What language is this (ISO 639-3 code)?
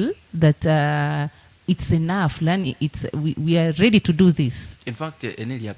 guz